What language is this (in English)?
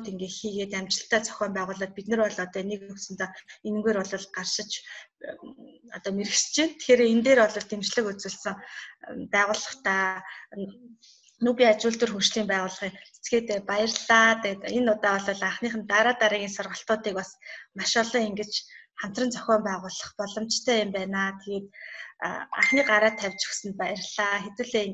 Mongolian